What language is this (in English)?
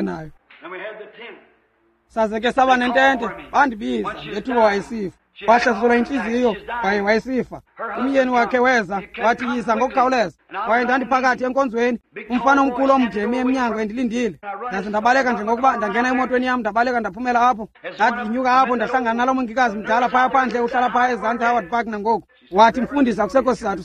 Xhosa